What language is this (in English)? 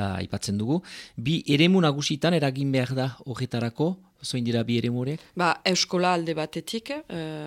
Basque